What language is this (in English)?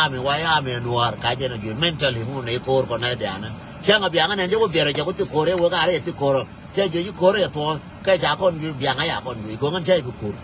Nuer